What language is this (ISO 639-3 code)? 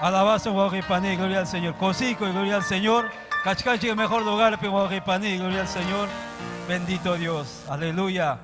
quy